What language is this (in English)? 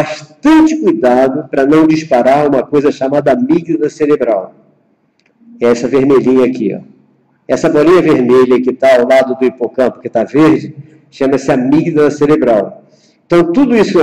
Portuguese